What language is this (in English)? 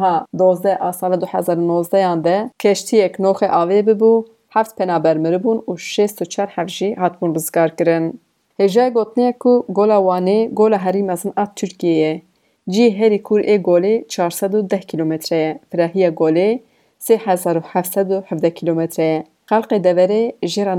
Kurdish